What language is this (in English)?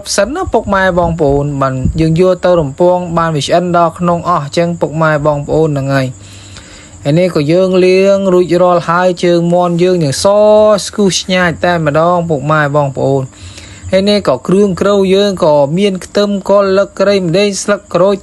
Khmer